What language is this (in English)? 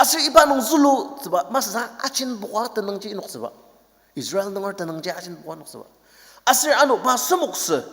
Ao Naga